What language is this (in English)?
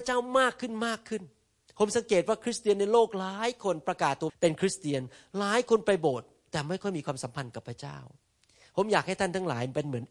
Thai